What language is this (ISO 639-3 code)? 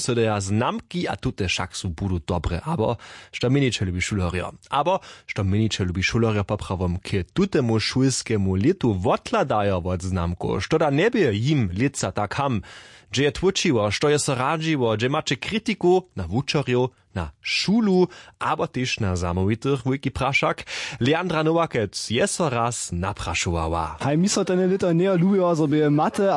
hsb